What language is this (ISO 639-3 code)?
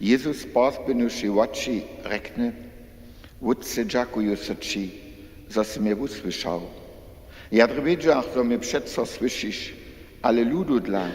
hsb